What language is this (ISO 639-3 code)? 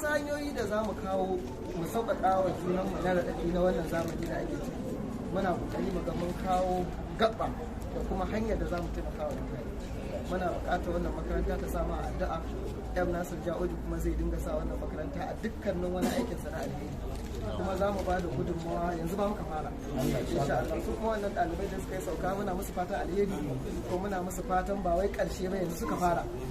hau